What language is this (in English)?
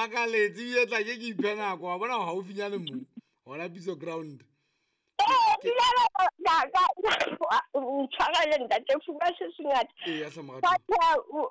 Southern Sotho